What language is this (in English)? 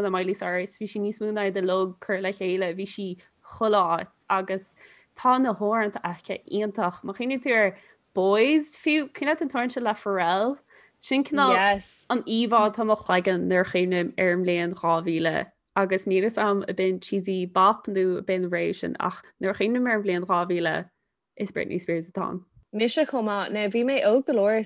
Irish